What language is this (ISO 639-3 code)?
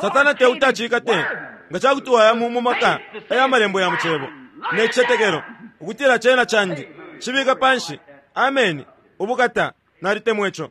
bem